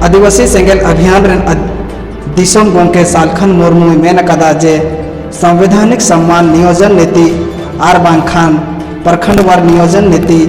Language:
Santali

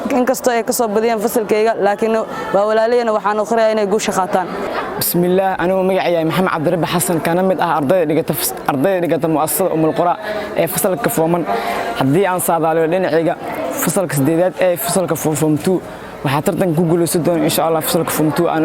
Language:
Somali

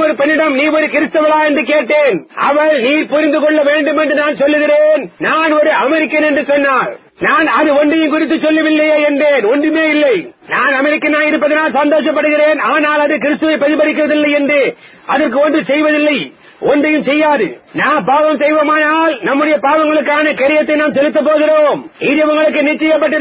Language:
Tamil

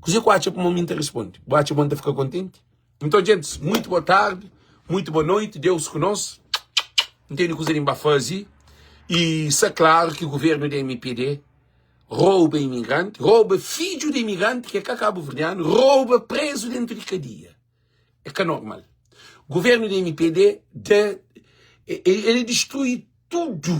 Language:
Kabuverdianu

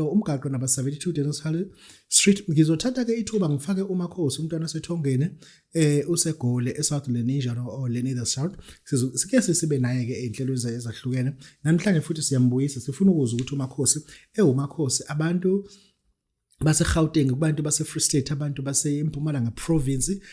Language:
Zulu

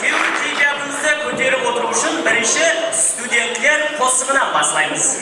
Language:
Kara-Kalpak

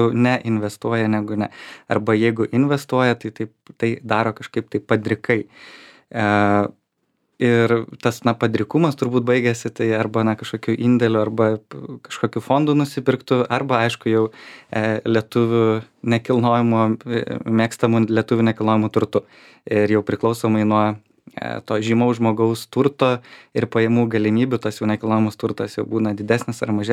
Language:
Lithuanian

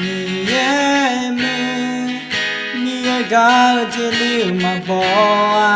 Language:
Akha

